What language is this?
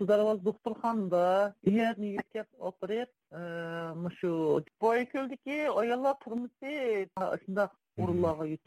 Uyghur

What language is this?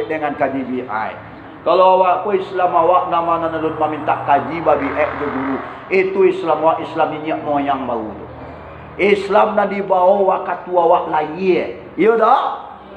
Minangkabau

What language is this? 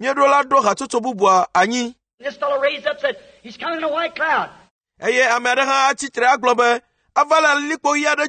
Ewe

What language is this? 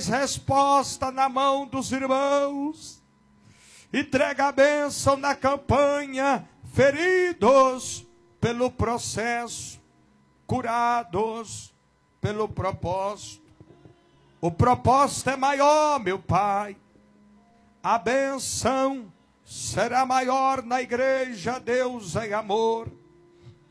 Portuguese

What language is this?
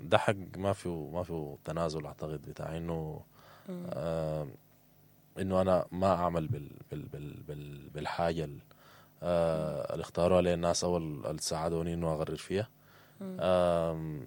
Sudanese Arabic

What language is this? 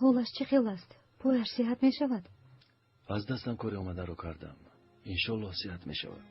Tajik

